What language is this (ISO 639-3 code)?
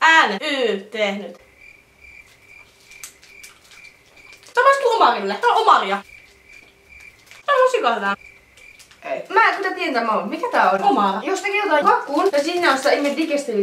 fin